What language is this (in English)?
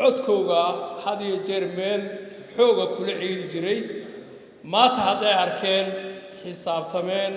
Somali